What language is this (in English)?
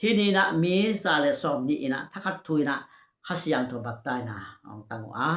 Tedim Chin